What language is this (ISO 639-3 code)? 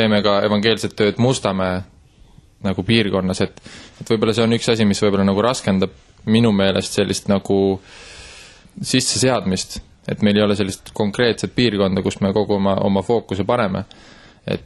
est